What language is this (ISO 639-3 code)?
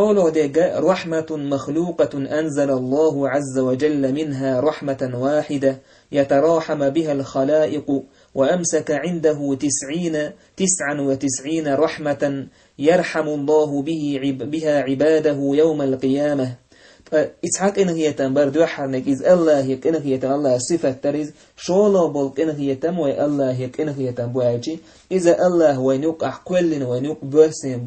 che